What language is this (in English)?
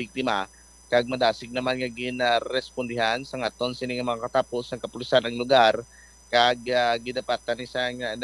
Hiligaynon